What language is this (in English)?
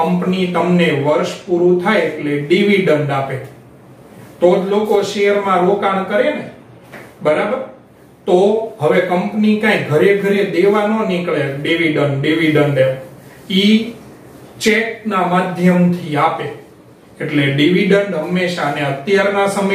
Gujarati